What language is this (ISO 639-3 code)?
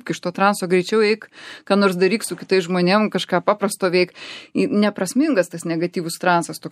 lit